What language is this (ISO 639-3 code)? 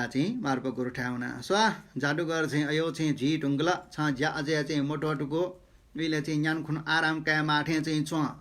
new